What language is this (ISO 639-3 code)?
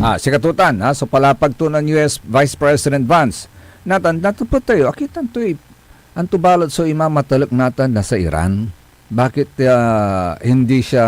pag